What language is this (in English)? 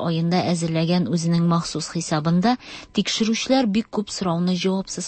Tatar